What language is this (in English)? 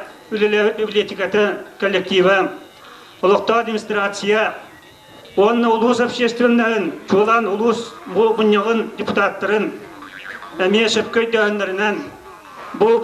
Yakut